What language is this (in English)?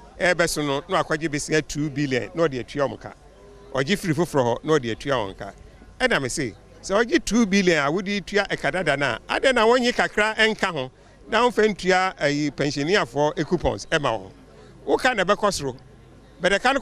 Akan